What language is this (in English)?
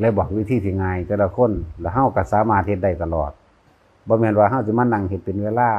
Lao